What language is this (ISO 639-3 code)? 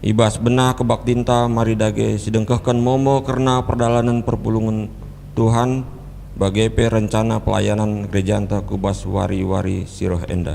btx